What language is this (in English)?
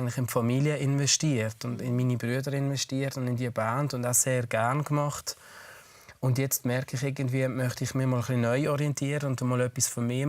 Swiss German